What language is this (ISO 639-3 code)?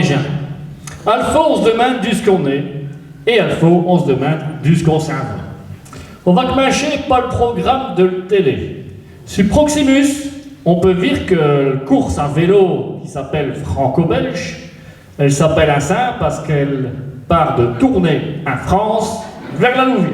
pcd